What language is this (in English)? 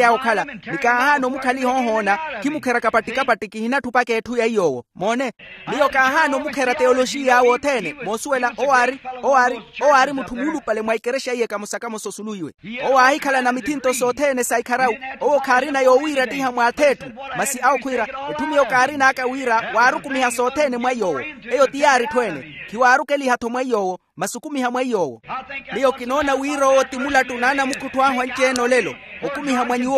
Makhuwa